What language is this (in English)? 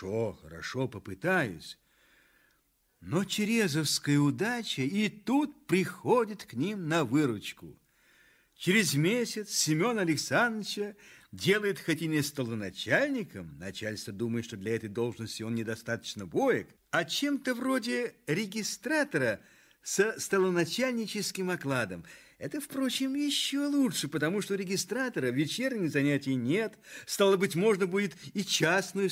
Russian